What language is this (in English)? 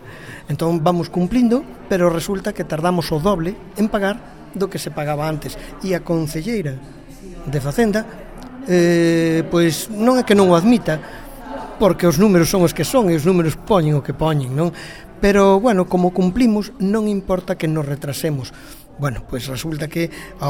Galician